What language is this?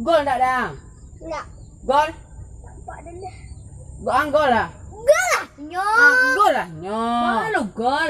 Minangkabau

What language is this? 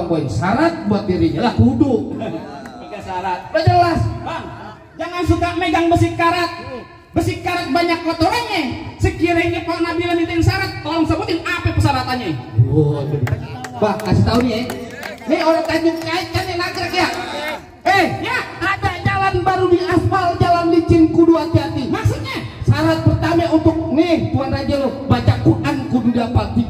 Betawi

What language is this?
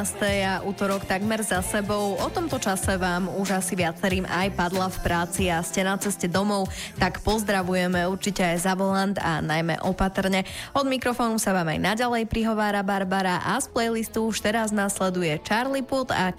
Slovak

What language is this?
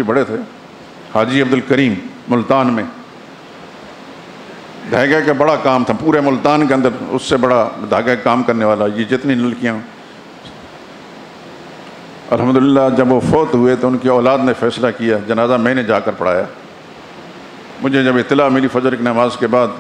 Urdu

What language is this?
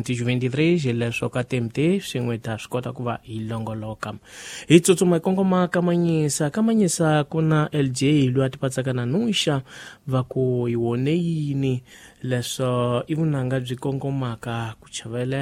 Tsonga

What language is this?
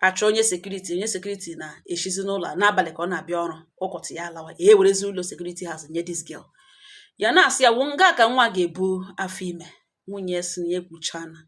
Igbo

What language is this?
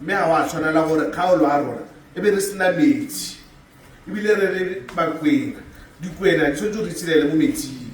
Tswana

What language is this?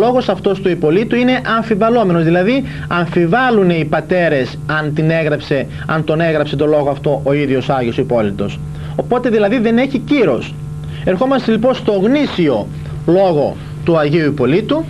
Greek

